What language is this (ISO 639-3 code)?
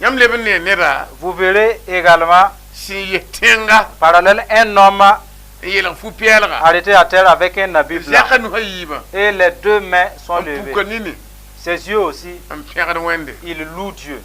mos